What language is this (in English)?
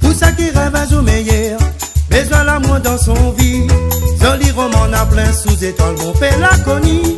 Réunion Creole French